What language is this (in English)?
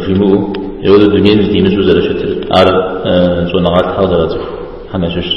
Kabardian